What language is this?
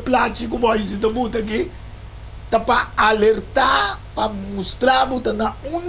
Papiamento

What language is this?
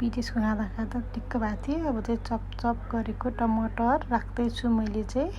Nepali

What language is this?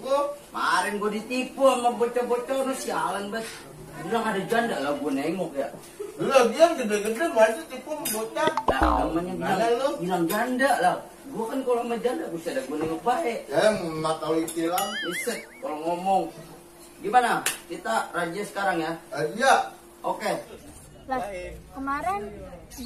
Betawi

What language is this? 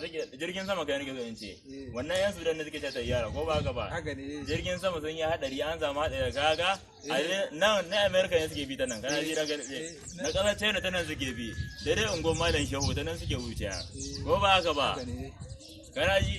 Hausa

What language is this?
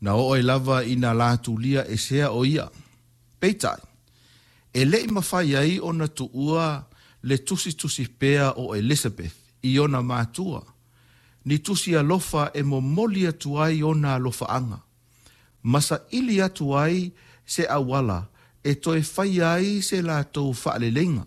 Samoan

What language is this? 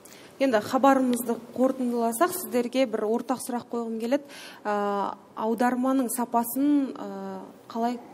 Kazakh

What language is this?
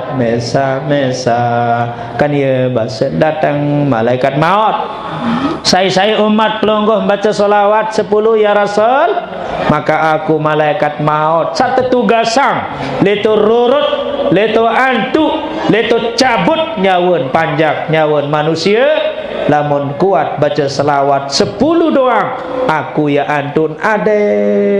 Sasak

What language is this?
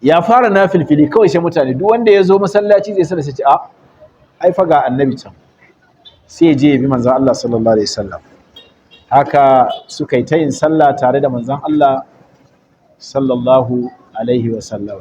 Hausa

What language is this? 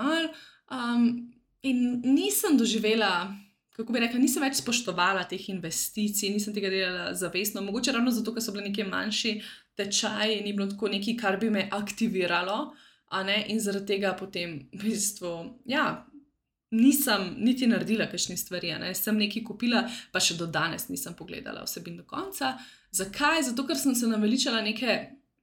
Slovenian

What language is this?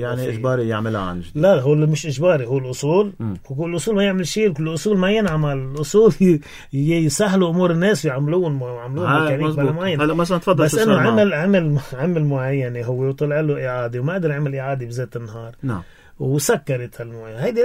North Levantine Arabic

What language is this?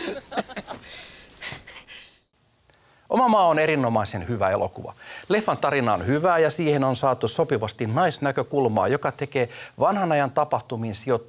Finnish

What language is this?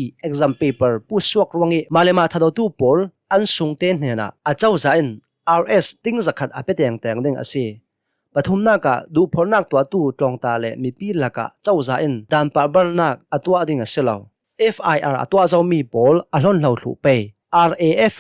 Hakha Chin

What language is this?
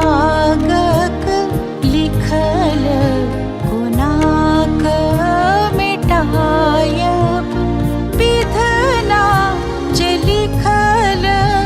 Maithili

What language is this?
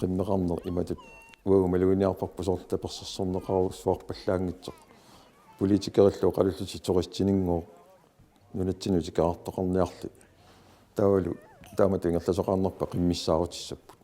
Kalaallisut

